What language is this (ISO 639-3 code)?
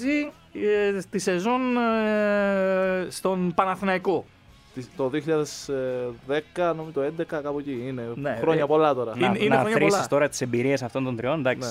ell